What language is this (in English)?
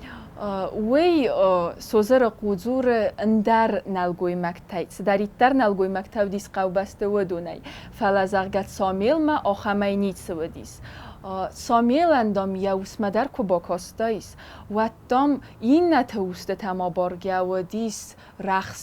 Ossetic